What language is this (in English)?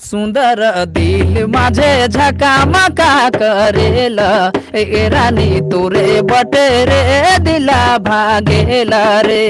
Sadri